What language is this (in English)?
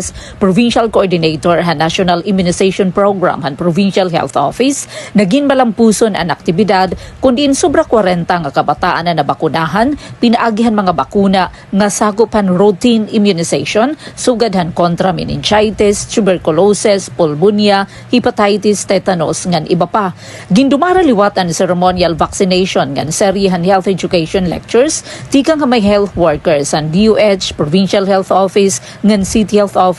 Waray